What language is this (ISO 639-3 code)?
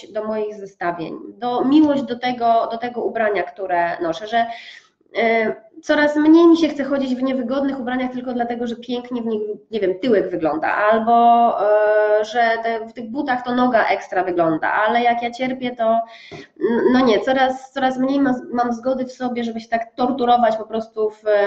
pol